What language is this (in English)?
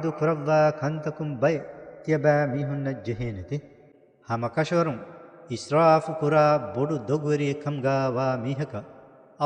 Divehi